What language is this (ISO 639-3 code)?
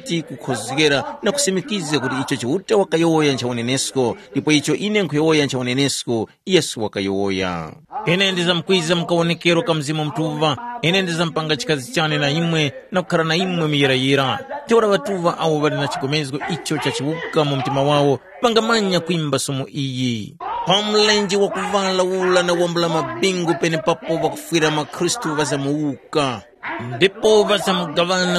tum